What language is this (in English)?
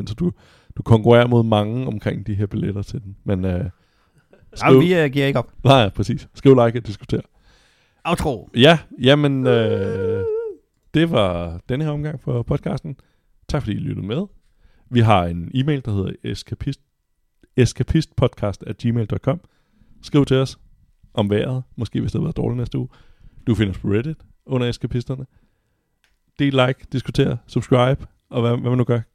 Danish